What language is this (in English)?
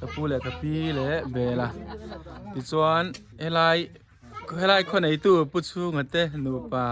Mizo